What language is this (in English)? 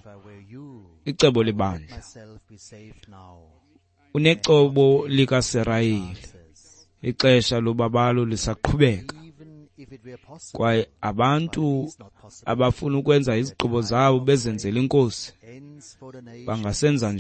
Xhosa